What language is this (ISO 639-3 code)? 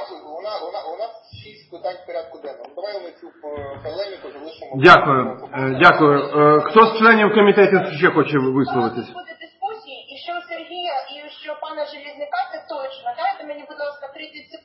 ukr